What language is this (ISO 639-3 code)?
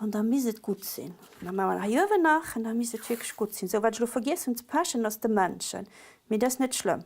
ltz